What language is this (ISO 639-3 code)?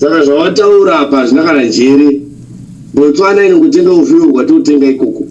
sna